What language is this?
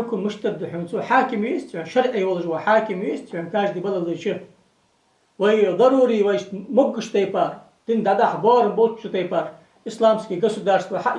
Ingush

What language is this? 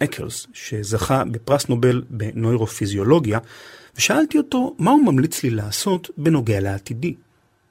Hebrew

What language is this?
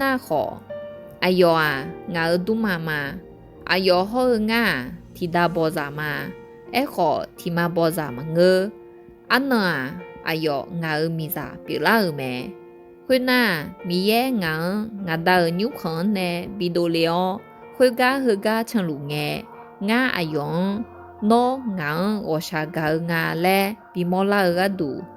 Akha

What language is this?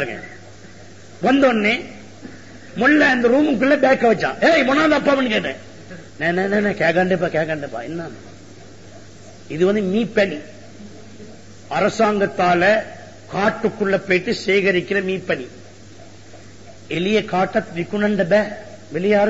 Tamil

